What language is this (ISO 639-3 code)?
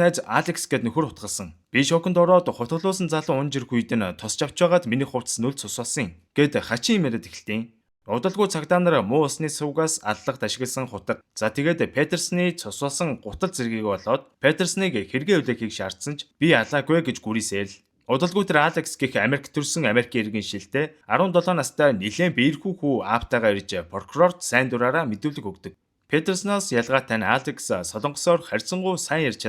mon